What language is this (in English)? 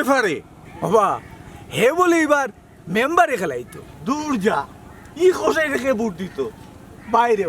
Sylheti